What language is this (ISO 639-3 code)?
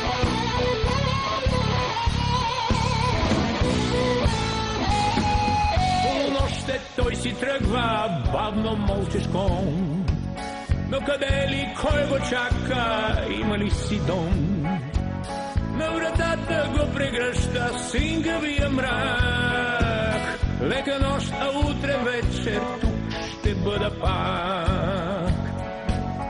bul